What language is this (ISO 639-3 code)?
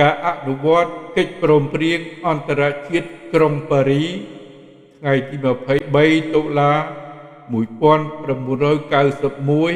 khm